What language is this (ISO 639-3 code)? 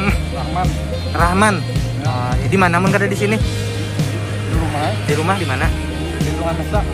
bjn